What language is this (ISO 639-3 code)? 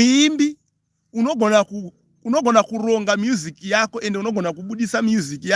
sna